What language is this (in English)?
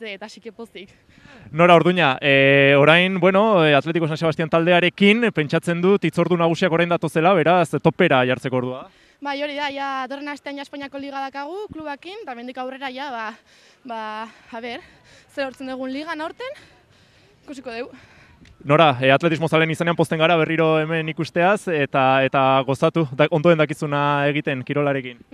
Basque